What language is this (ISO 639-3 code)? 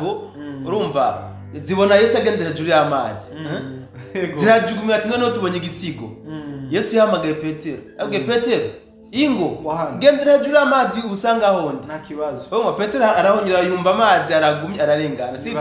run